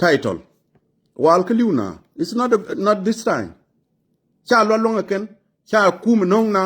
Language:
Nuer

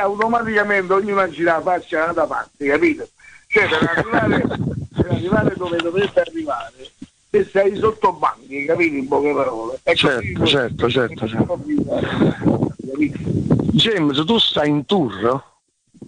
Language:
Italian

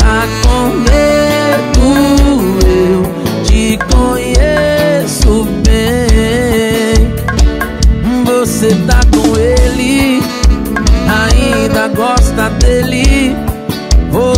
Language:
Portuguese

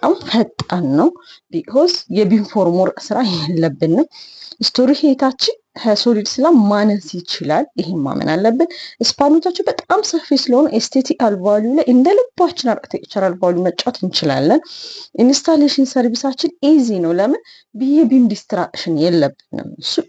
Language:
Amharic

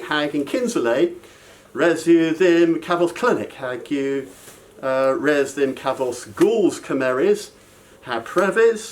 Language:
Cornish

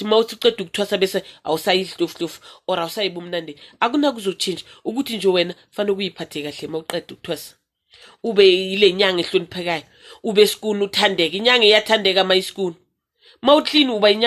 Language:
Zulu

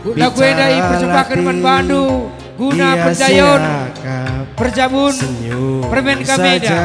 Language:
Batak Karo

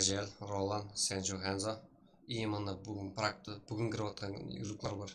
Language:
Kara-Kalpak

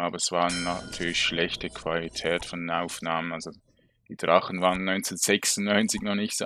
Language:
German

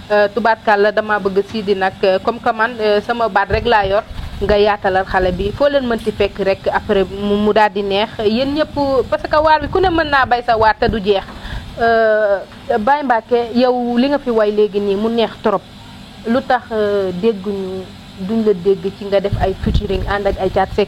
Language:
Wolof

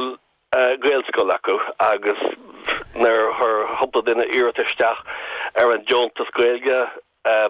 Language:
Irish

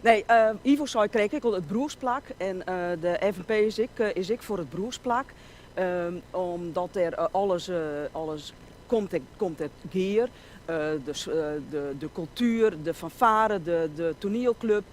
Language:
Western Frisian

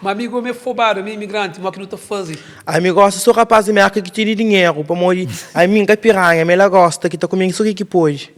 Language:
Kabuverdianu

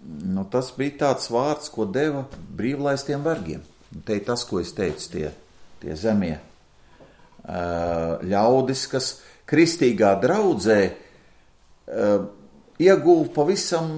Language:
Latvian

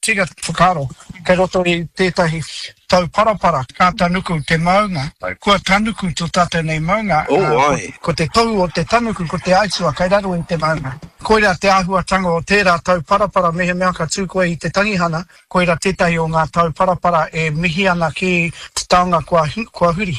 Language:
Māori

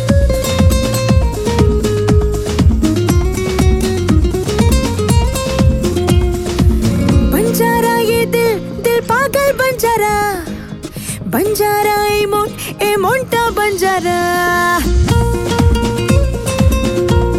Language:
Bangla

